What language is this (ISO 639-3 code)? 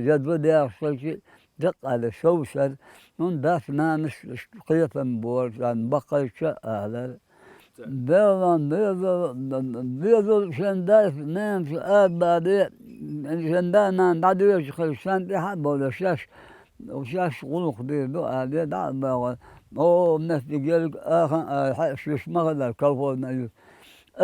che